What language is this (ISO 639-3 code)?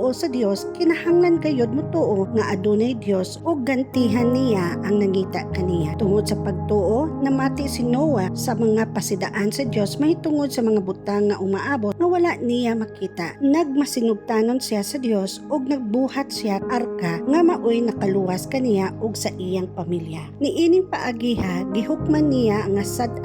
ceb